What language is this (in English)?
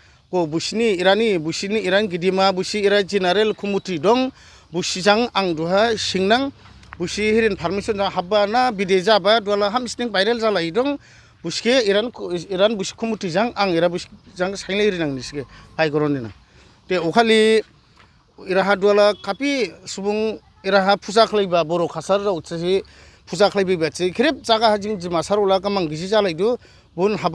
Dimasa